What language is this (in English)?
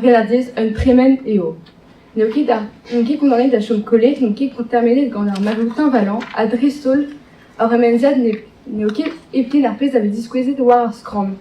Breton